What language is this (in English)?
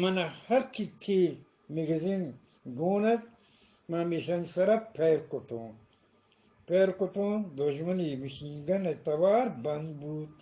Eastern Balochi